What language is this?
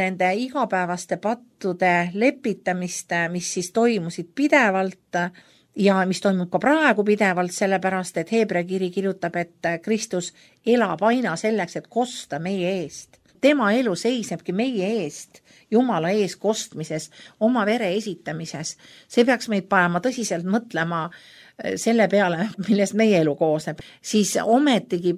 Estonian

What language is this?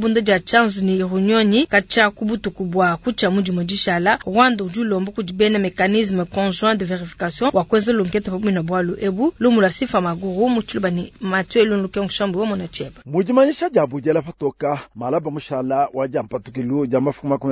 Luba-Lulua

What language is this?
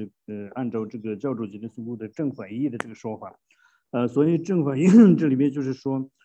Chinese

